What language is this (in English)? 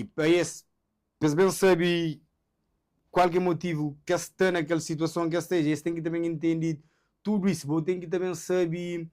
Kabuverdianu